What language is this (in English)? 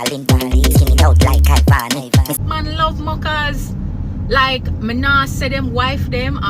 Jamaican Creole English